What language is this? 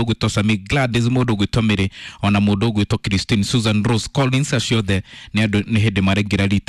Kikuyu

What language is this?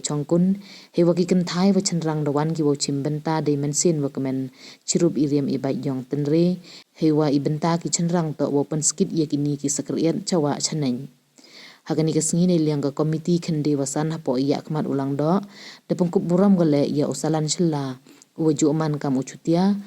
Pnar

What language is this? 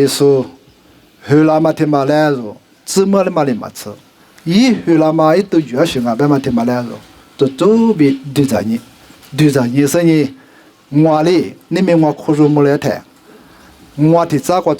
Lisu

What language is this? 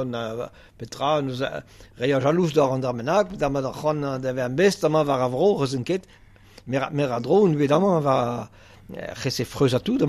Breton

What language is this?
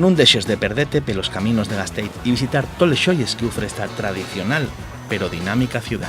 Asturian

